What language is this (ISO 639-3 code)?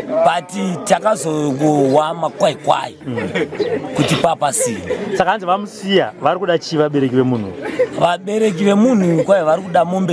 sna